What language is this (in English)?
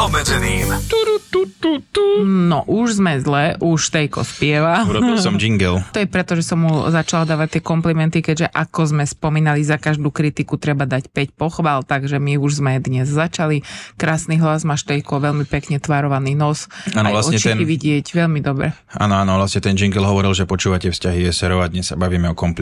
Slovak